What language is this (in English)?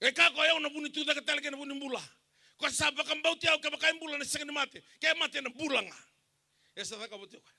Fijian